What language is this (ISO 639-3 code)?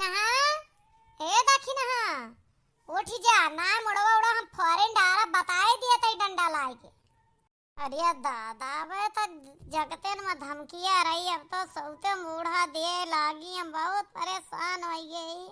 awa